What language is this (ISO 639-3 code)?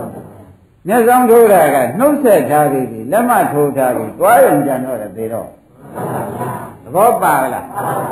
mya